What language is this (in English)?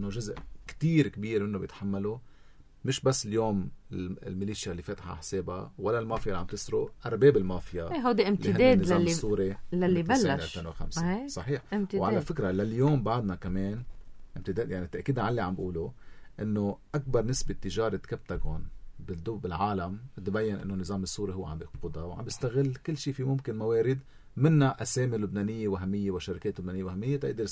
North Levantine Arabic